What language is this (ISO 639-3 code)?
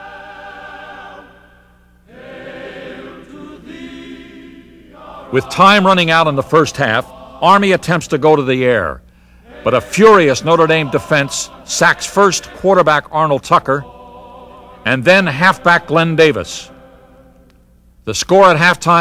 eng